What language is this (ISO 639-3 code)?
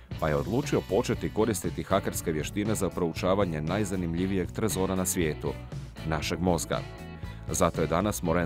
hrv